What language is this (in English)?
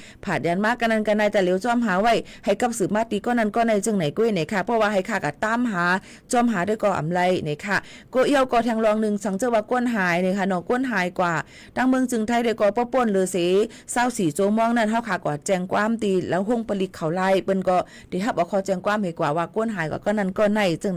Shan